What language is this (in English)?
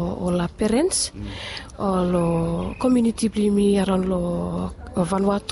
Bislama